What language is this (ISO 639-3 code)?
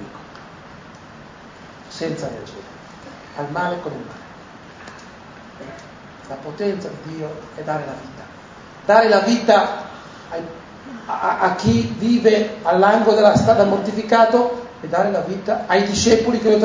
ita